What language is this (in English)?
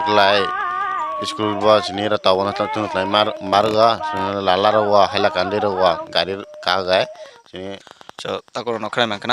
Kok Borok